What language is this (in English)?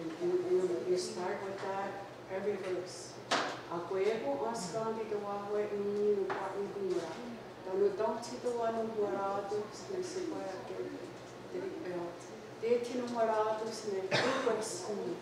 Mohawk